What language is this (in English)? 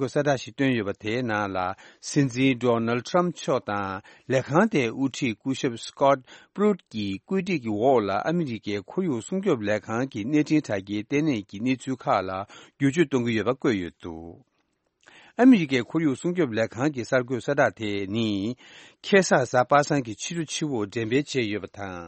Tibetan